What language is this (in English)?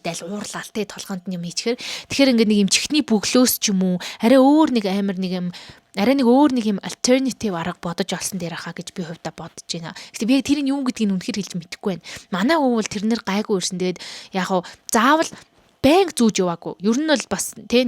Mongolian